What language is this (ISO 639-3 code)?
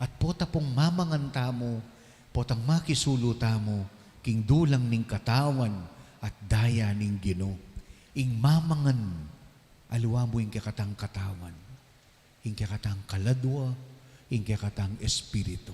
pam